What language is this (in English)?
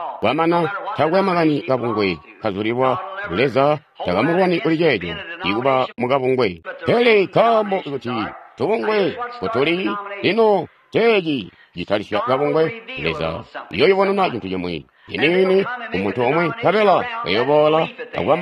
Tonga (Zambia)